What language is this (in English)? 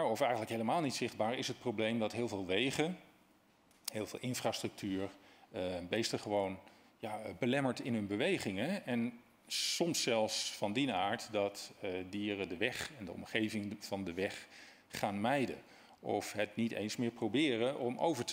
Dutch